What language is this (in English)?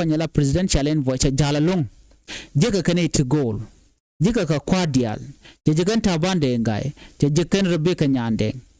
Nuer